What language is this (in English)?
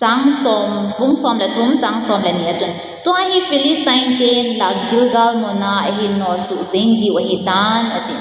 Thado Chin